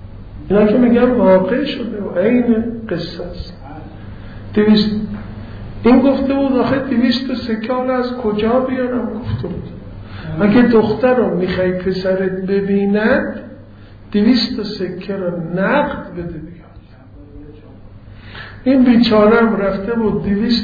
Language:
Persian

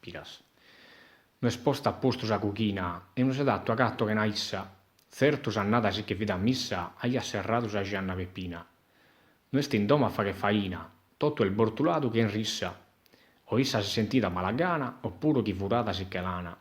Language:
Sardinian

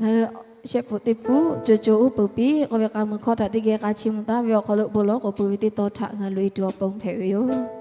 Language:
Lahu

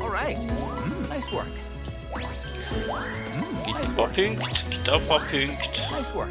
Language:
Swiss German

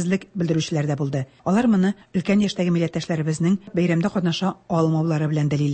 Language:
Tatar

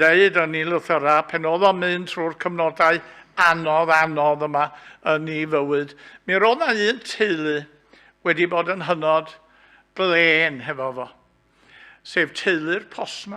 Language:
Welsh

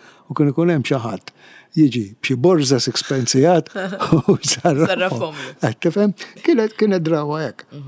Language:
Maltese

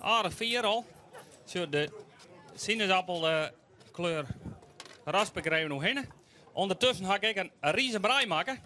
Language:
Western Frisian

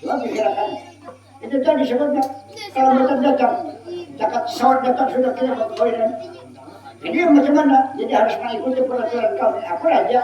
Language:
Banjar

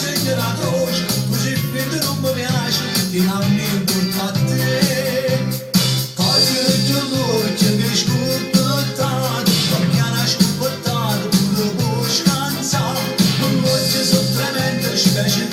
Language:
Neapolitan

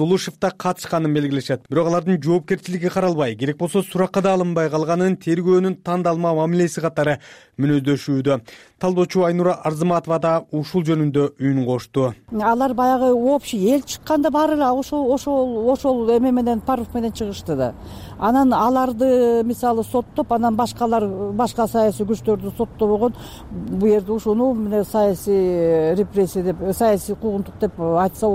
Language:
Kyrgyz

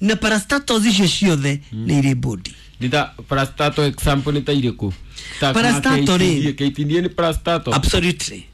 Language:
Kikuyu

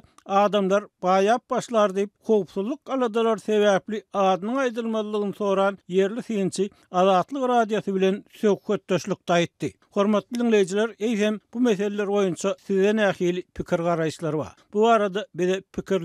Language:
Turkmen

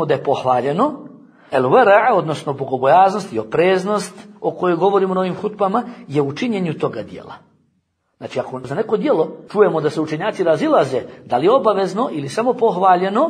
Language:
Bosnian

